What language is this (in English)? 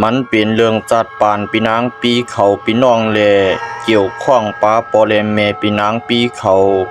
Shan